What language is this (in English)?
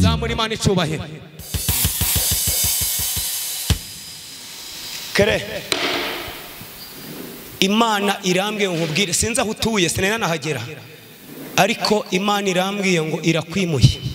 Kinyarwanda